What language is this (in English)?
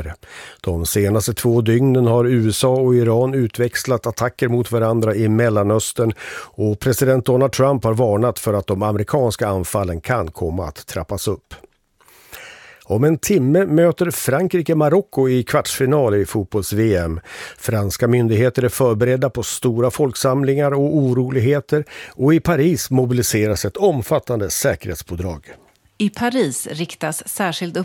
Swedish